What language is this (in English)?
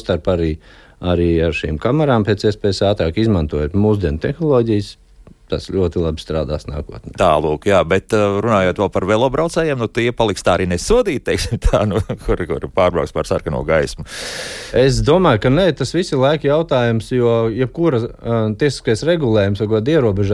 Latvian